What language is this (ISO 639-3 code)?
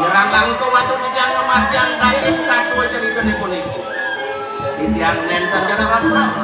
ban